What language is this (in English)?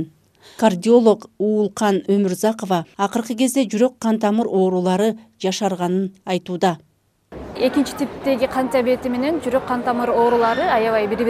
Kyrgyz